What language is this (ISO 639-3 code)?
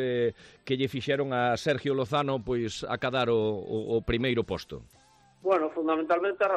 glg